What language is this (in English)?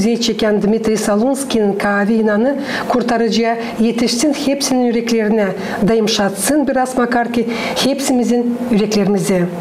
Gagauz